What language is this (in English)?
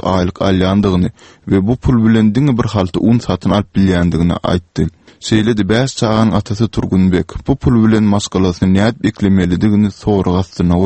Turkmen